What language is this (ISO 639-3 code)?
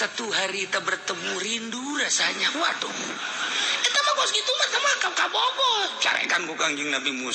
sun